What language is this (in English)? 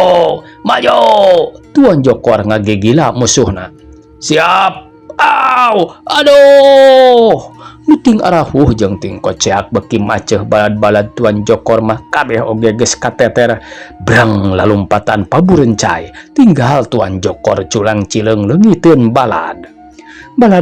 Sundanese